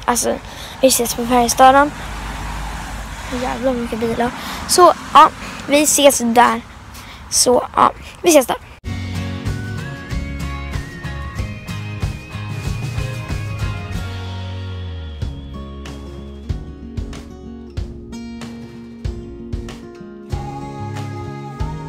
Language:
Swedish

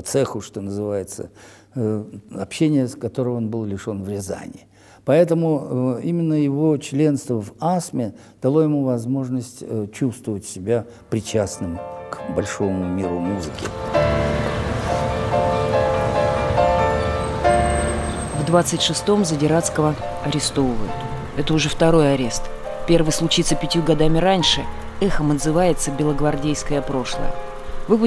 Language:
Russian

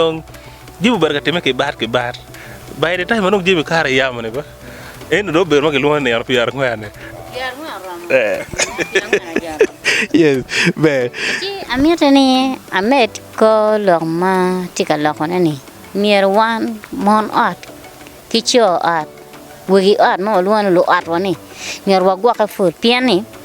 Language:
Acoli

